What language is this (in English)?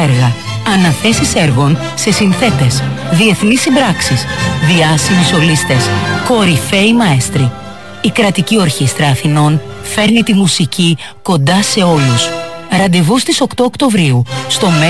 Greek